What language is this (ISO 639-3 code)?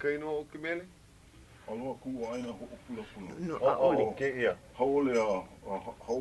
haw